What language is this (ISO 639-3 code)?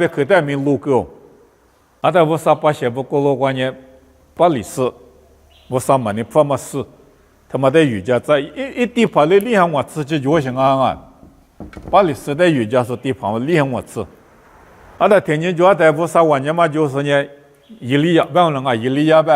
lis